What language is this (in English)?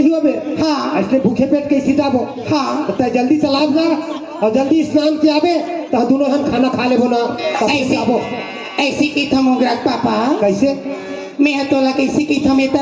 Chhattisgarhi